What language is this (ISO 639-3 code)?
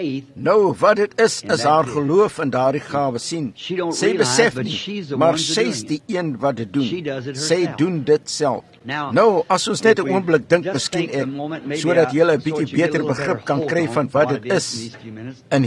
afr